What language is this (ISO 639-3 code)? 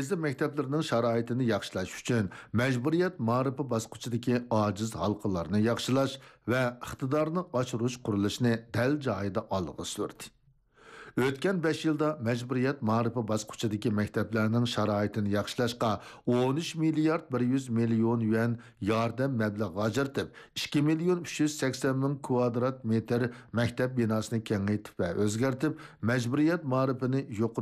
uig